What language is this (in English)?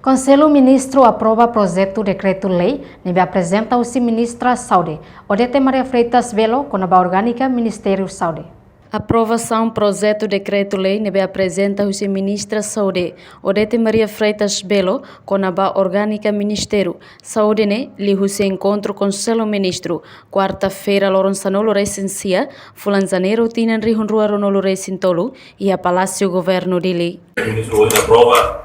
Tetum